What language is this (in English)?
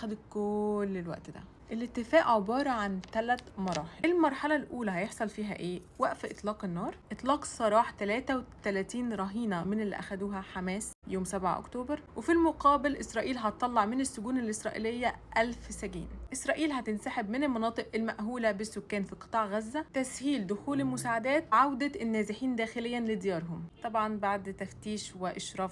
Egyptian Arabic